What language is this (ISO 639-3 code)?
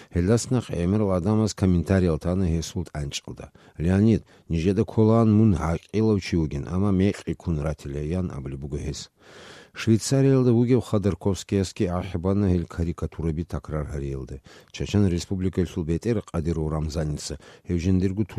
ava